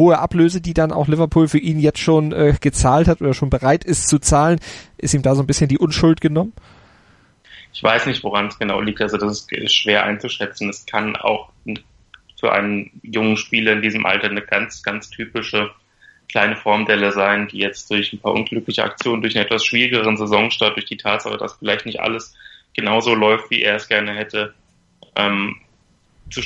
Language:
German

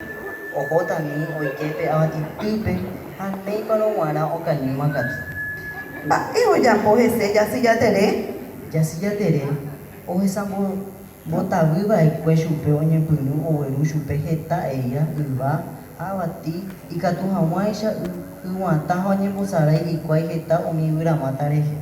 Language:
Guarani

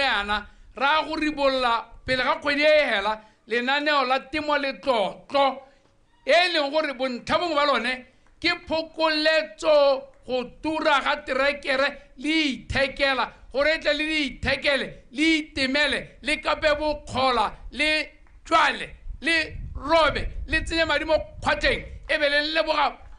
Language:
Tswana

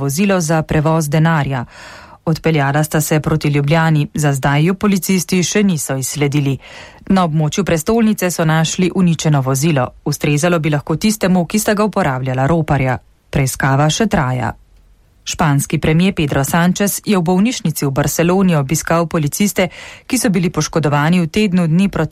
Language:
Slovenian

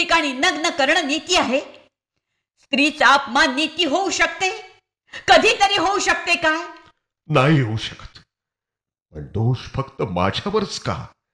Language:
Marathi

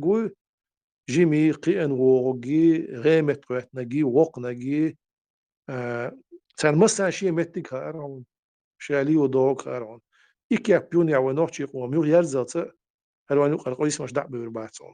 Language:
Chechen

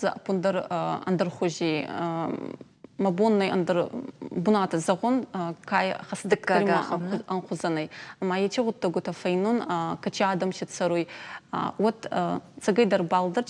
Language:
Ossetic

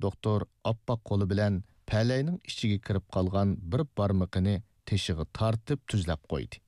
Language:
Uyghur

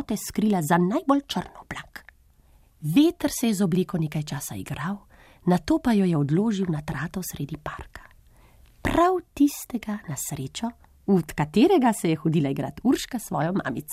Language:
Slovenian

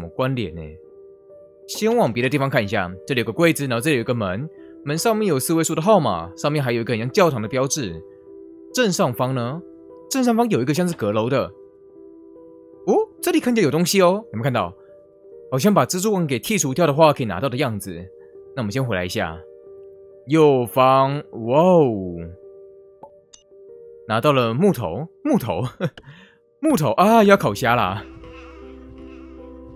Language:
Chinese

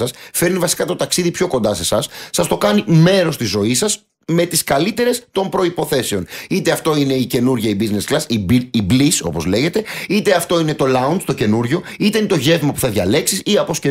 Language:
Greek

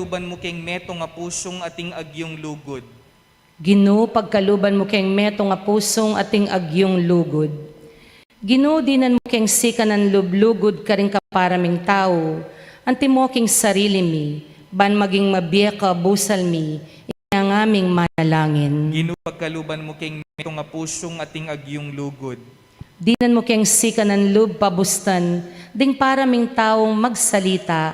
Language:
Pampanga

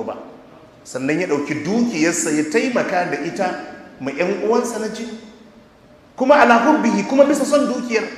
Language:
Hausa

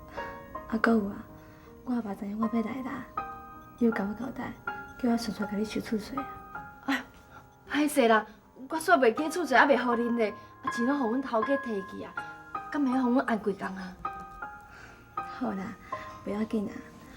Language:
Min Nan Chinese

